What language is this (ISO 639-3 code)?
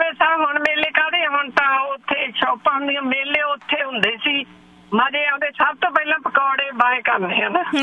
pan